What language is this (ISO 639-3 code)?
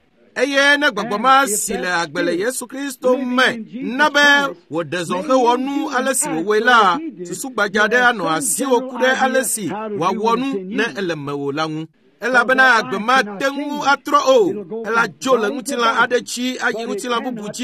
ewe